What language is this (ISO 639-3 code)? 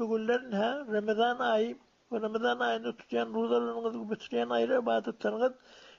tuk